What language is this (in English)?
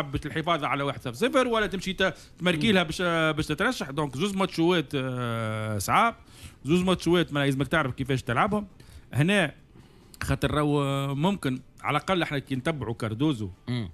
Tunisian Arabic